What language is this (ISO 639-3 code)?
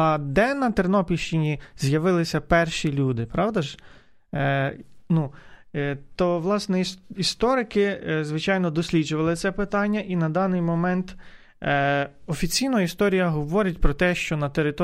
ukr